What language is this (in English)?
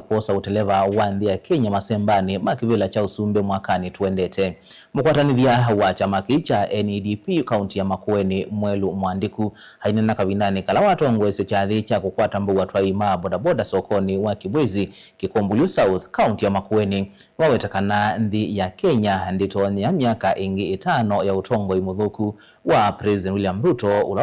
Kamba